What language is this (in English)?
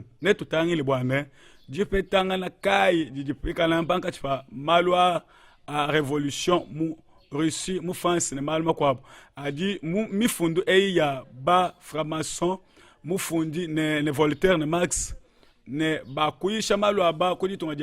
Luba-Lulua